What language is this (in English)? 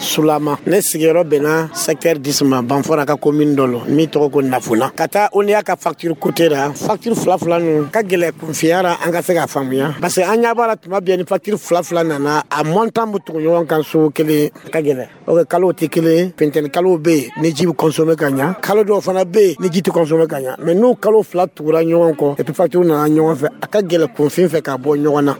Dyula